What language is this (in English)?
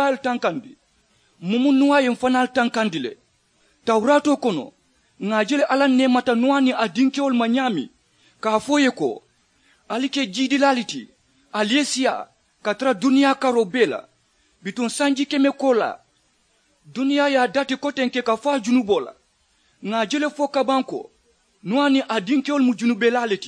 Mandingo